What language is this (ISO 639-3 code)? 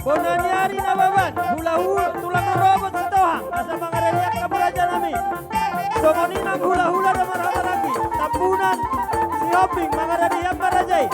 bbc